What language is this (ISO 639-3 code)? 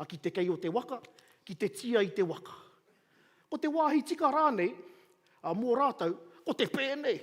mri